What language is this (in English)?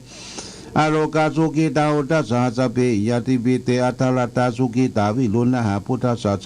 Pali